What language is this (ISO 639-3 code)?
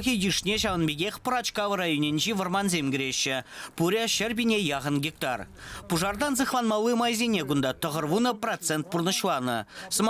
chv